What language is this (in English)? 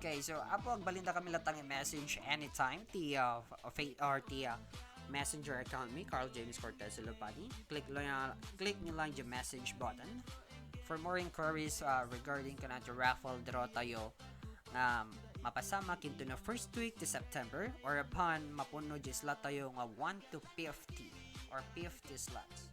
Iloko